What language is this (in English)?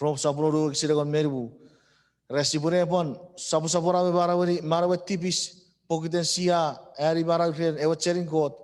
Chuukese